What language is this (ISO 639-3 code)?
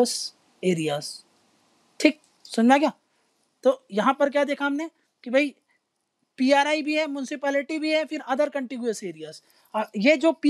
hin